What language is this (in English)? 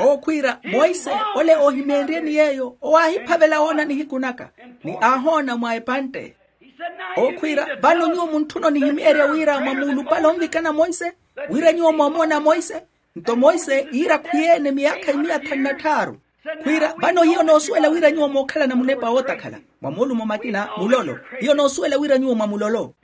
Makhuwa